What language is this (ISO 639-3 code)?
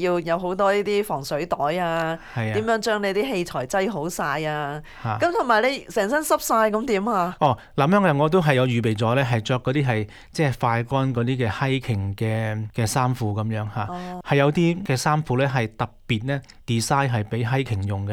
yue